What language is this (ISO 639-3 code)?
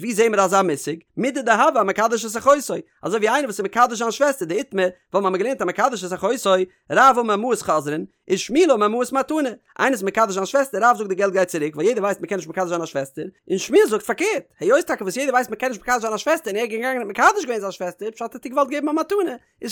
yid